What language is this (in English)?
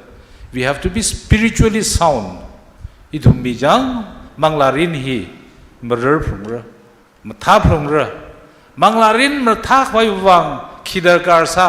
Tangkhul Naga (India)